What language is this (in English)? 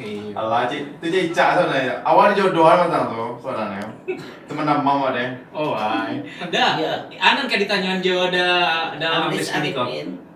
Minangkabau